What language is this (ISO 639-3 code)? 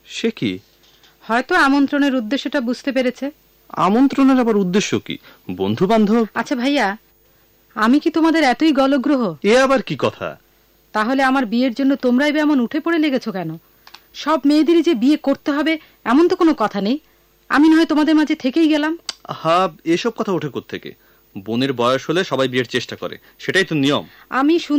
ben